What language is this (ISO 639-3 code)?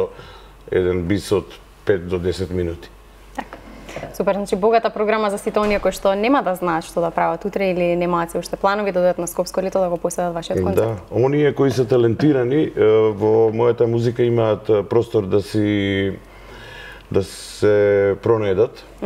mkd